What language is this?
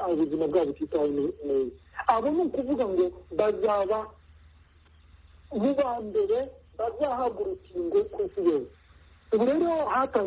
Kinyarwanda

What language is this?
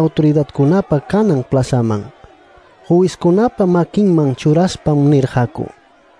Ayacucho Quechua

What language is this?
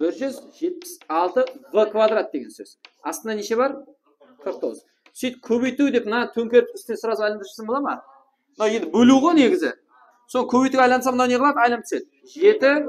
Kara-Kalpak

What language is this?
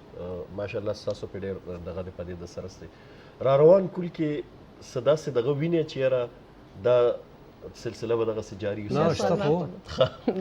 Pashto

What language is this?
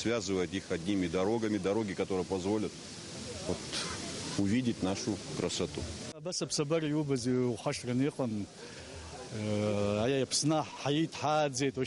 Abkhazian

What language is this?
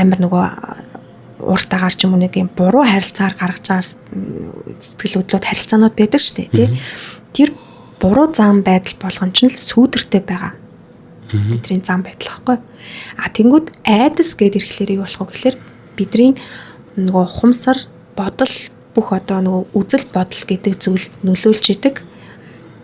Mongolian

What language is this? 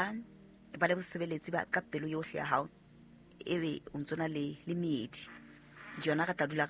Southern Sotho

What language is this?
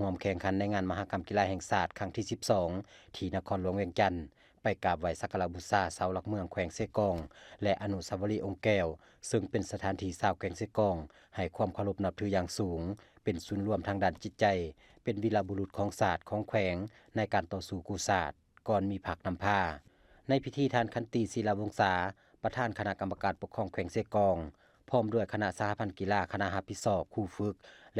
Lao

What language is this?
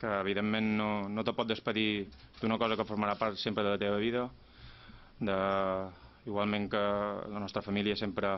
Catalan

